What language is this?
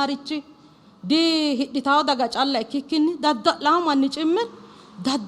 Sidamo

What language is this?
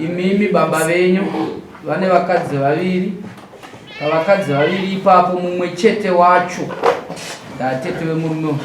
Shona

